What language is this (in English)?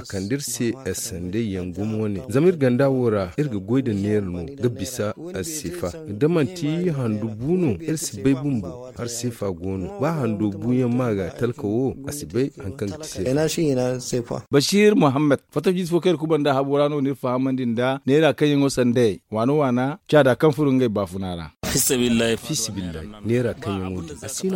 Zarma